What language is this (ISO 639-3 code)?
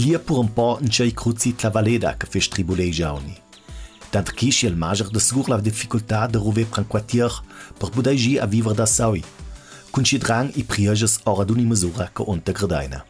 lld